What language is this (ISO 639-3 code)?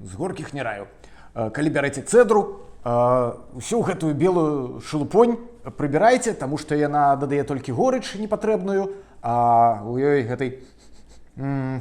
bel